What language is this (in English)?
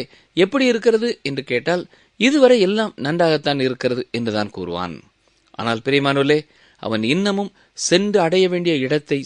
Tamil